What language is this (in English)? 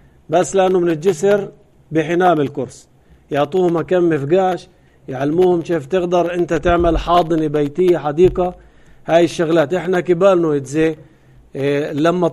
North Levantine Arabic